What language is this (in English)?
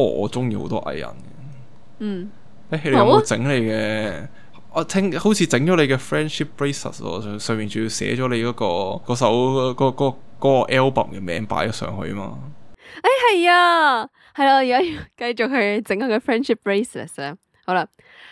Cantonese